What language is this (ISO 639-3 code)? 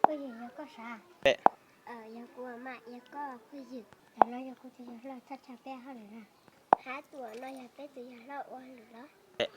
hmn